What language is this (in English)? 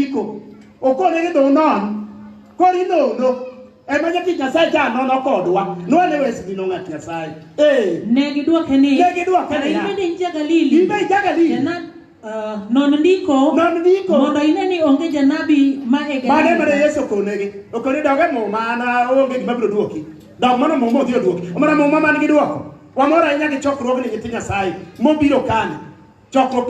Luo (Kenya and Tanzania)